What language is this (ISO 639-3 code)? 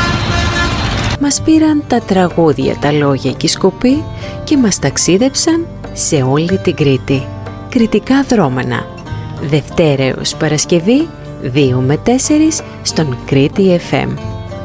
ell